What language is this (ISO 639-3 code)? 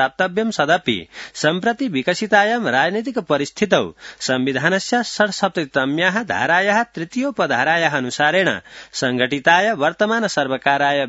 san